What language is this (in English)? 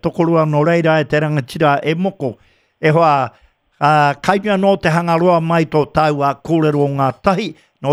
Māori